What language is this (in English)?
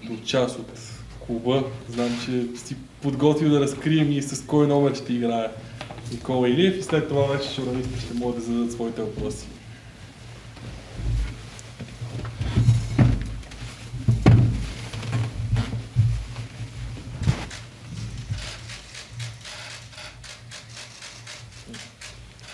Bulgarian